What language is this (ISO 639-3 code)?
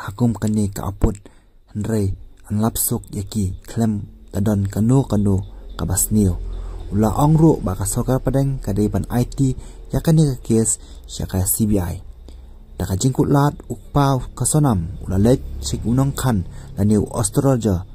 kha